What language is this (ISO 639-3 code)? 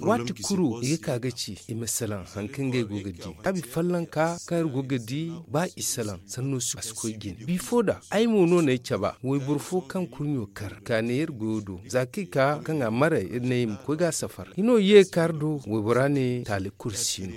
dje